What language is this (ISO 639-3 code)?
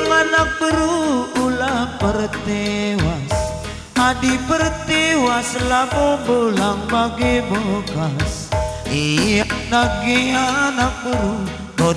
btx